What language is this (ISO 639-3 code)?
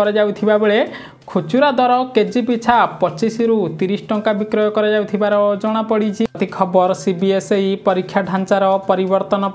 ori